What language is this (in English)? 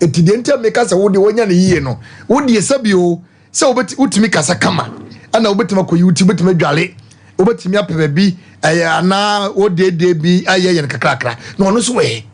Akan